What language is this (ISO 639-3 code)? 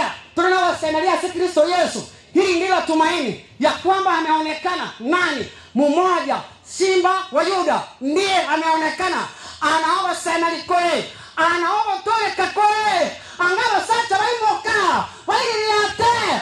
guz